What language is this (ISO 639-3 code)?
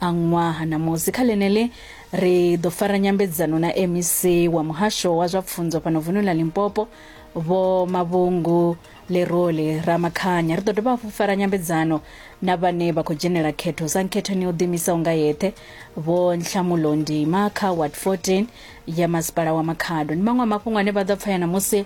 ven